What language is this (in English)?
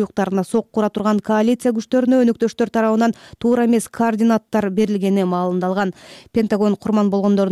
Kyrgyz